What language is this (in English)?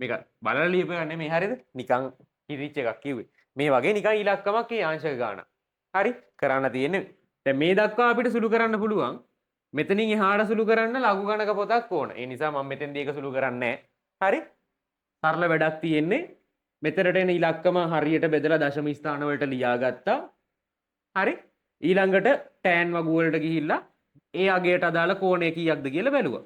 Sinhala